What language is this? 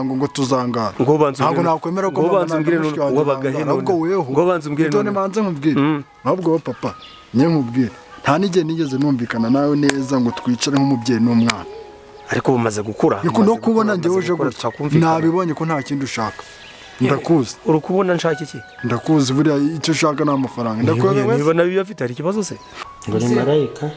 Kinyarwanda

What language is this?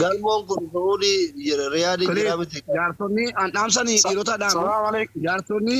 Oromo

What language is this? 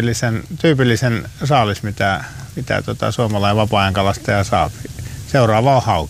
Finnish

